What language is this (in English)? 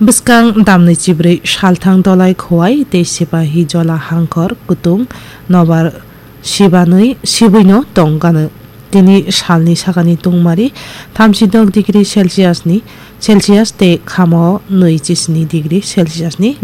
Kok Borok